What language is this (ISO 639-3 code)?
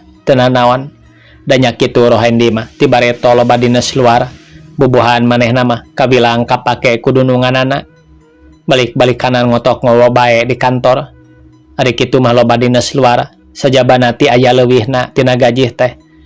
sun